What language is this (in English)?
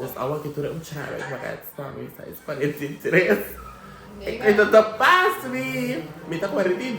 Papiamento